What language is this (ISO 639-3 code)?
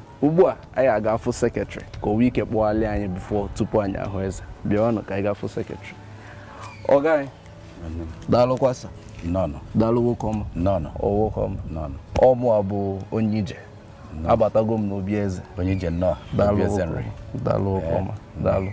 ibo